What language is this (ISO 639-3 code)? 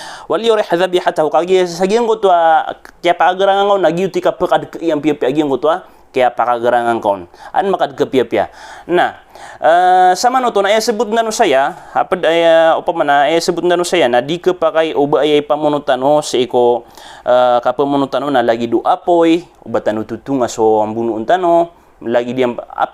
mrw